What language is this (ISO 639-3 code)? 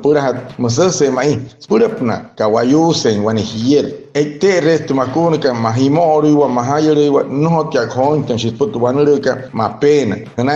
guc